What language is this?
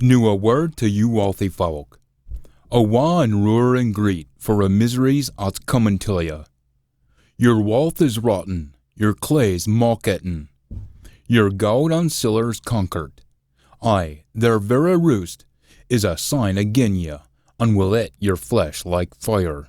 Scots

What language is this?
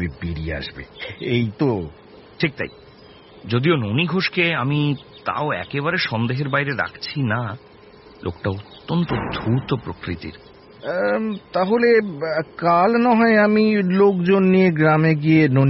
Bangla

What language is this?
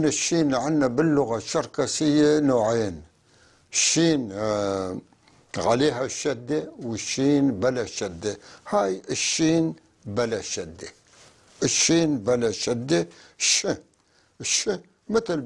North Levantine Arabic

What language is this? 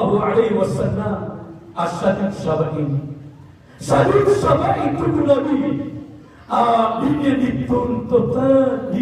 Maranao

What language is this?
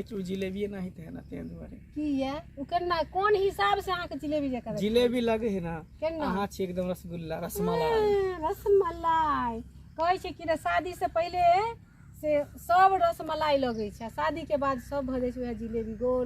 Maithili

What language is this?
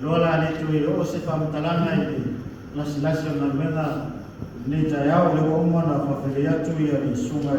Samoan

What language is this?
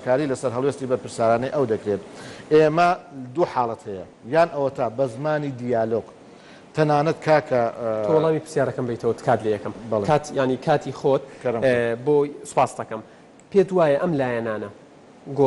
Central Kurdish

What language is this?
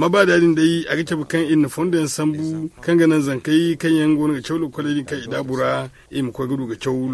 Zarma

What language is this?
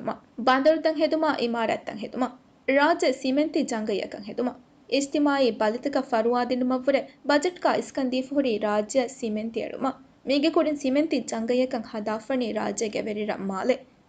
Divehi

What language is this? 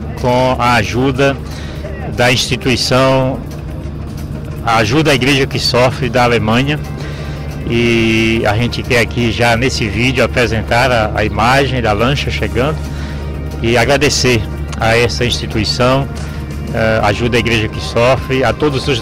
Portuguese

